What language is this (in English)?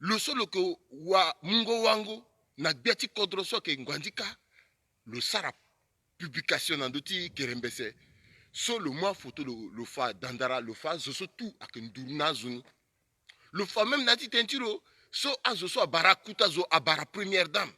Sango